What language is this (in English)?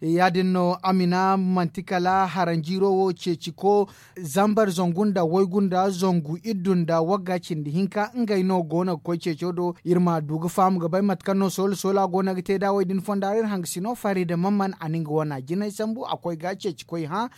Zarma